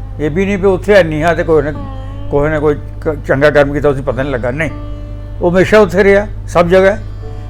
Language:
Dogri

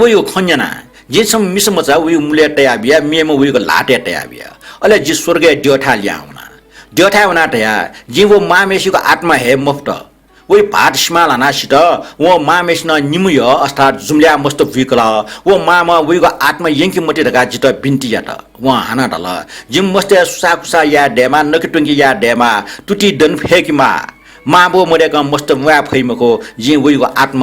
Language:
Newari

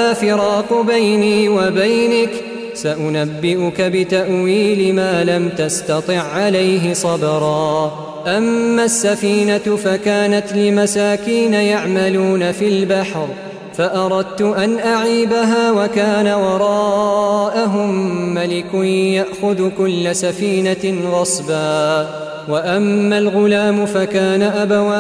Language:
Arabic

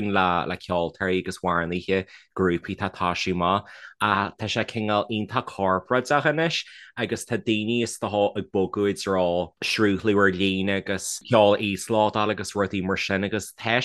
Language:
Irish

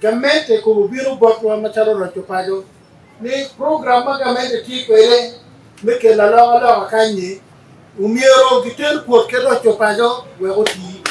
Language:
Acoli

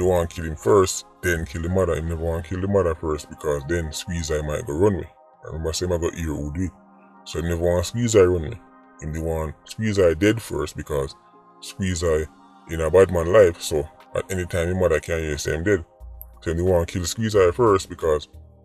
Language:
Jamaican Creole English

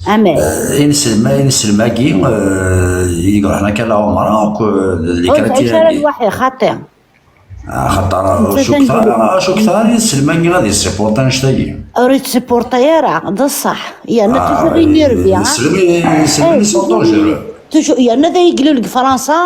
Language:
Kabyle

